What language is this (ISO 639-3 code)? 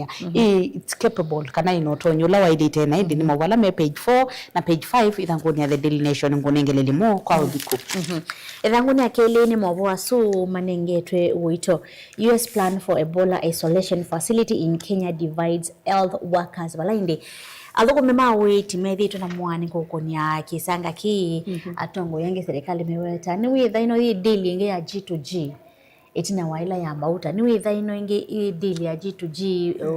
kam